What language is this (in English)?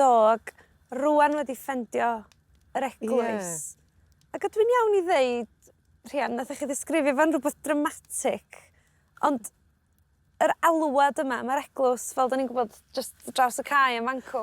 Welsh